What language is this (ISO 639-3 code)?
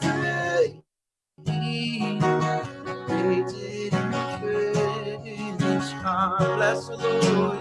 gsw